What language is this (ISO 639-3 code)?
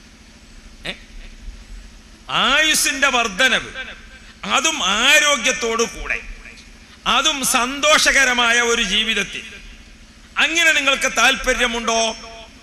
mal